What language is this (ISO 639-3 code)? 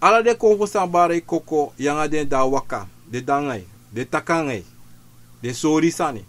srn